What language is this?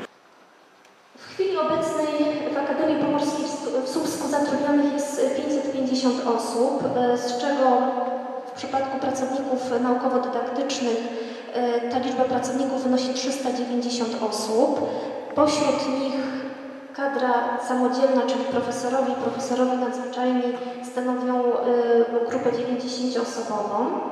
Polish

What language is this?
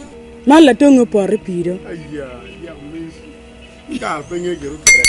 Acoli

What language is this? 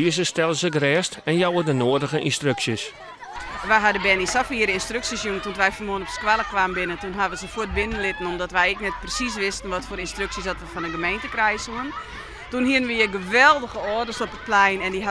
Western Frisian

